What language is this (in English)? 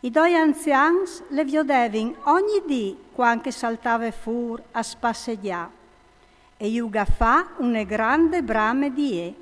Friulian